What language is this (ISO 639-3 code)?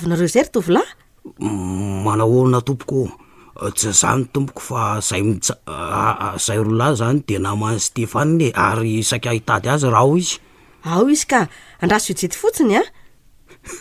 mlg